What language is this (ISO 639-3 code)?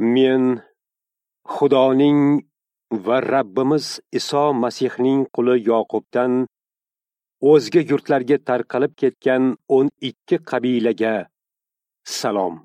uzb